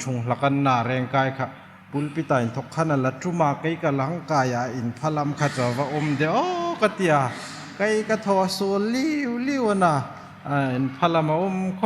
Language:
Hmar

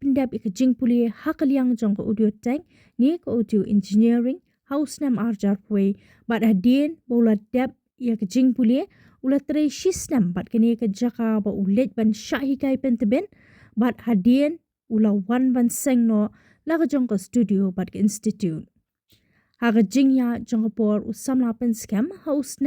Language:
Khasi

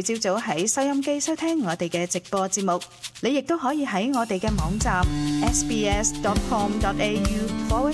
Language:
Cantonese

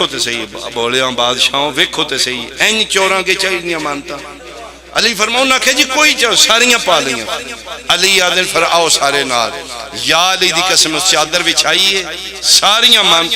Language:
Pahari-Potwari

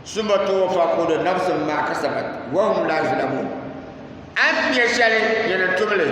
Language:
Dagbani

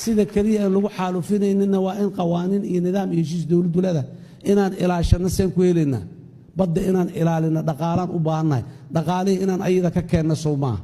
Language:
Somali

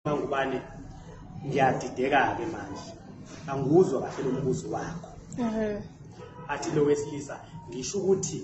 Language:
Zulu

